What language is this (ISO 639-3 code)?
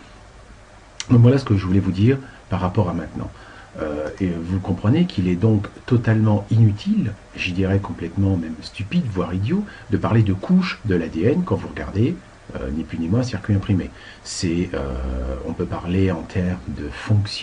fra